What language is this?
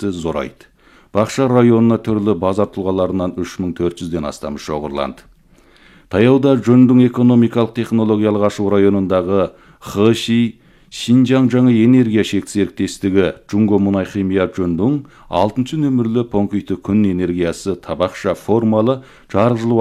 Kazakh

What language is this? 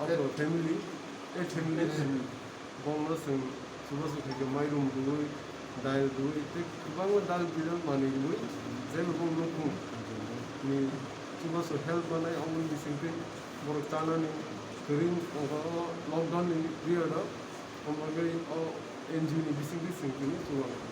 Kok Borok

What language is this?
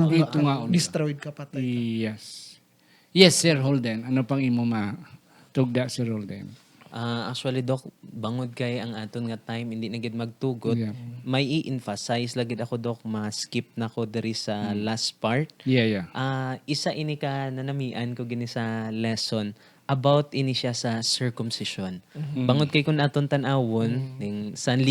Hiligaynon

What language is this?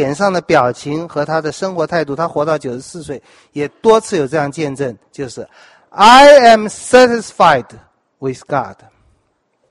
Chinese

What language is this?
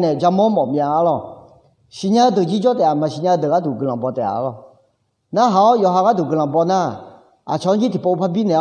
Akha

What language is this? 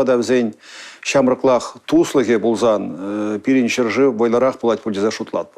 Chuvash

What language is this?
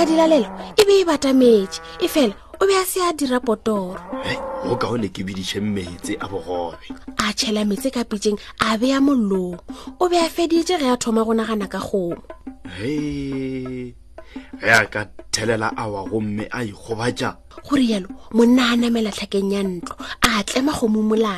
Northern Sotho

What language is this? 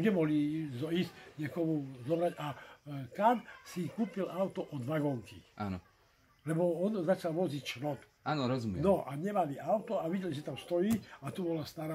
Slovak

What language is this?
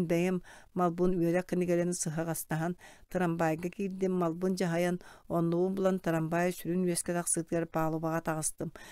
Yakut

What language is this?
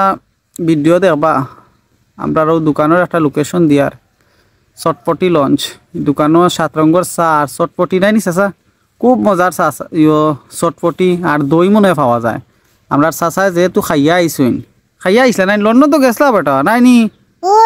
Sylheti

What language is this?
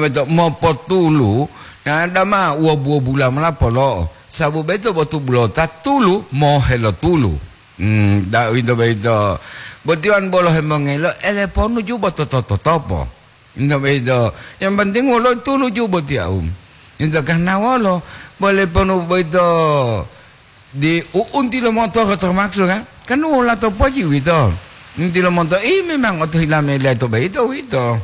Gorontalo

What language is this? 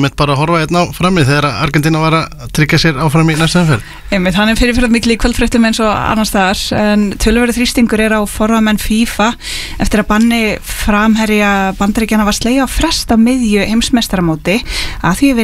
Icelandic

